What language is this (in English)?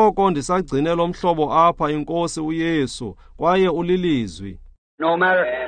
Xhosa